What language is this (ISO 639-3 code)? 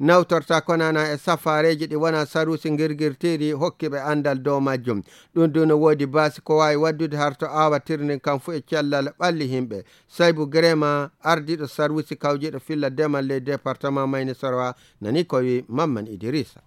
fuv